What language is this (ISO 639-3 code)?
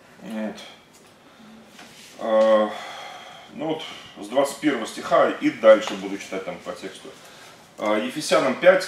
rus